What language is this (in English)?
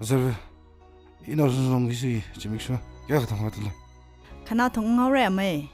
Tangkhul Naga (India)